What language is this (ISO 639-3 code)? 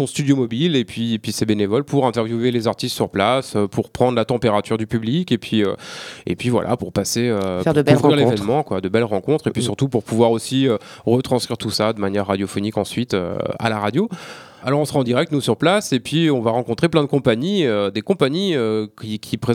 fra